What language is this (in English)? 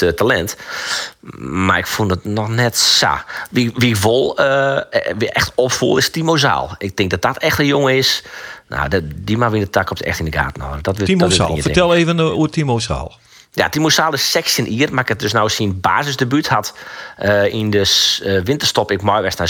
Western Frisian